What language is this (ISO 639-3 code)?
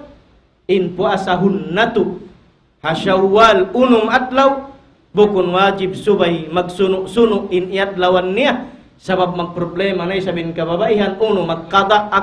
tsg